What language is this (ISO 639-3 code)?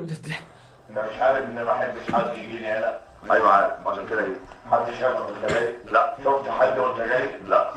arz